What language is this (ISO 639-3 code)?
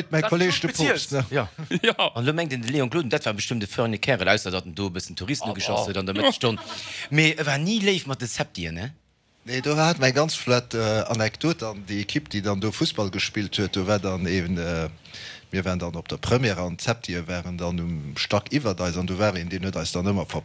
ltz